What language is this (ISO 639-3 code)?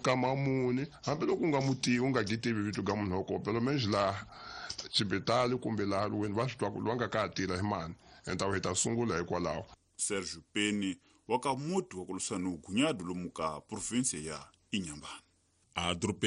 tso